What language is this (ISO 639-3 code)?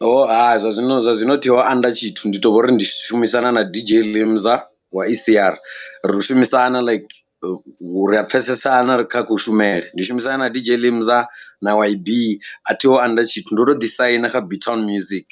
ven